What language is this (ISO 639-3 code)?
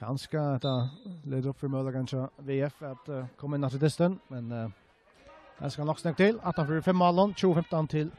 fao